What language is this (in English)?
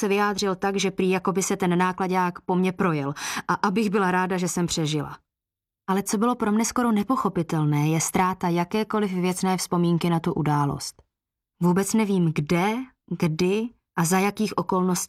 Czech